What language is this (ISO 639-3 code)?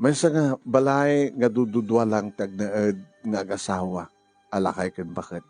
ilo